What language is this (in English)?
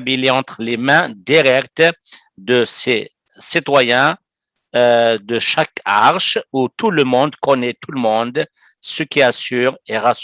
Kabyle